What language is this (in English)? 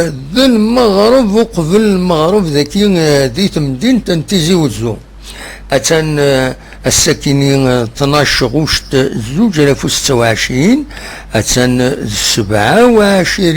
Kabyle